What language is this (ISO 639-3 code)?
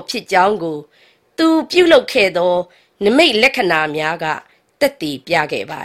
mya